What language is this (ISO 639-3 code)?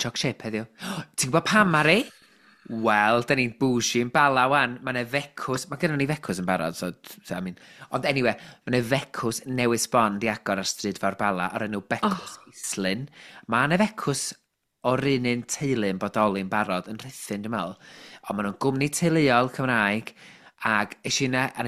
cym